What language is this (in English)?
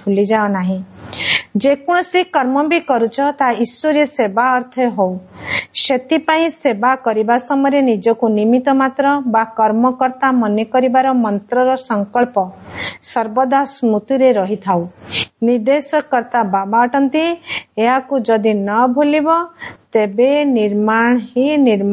Odia